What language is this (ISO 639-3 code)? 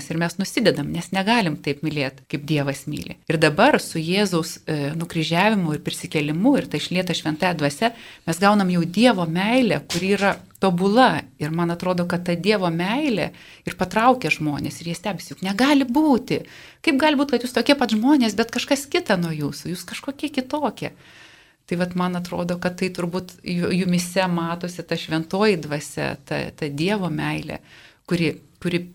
lit